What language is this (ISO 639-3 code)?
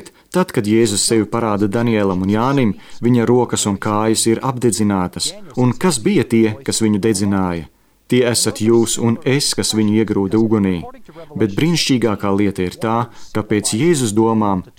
lav